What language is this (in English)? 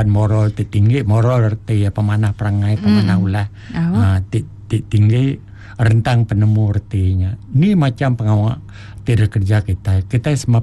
Iban